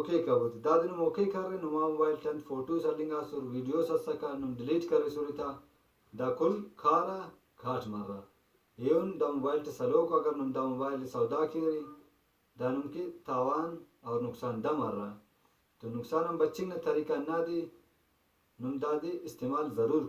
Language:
Brahui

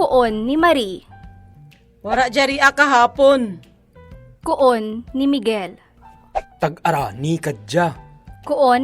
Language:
Kinaray-a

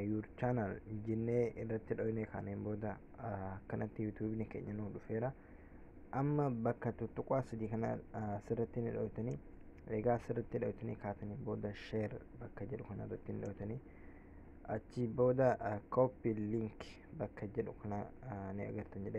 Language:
Oromo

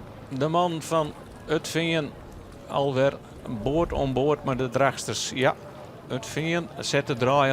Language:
Western Frisian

